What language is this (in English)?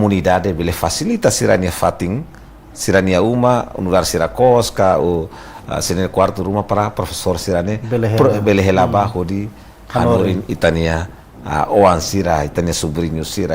Tetum